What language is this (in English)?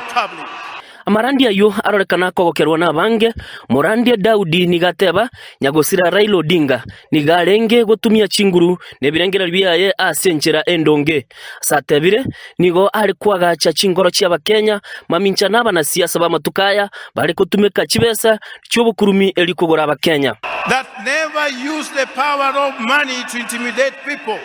Gusii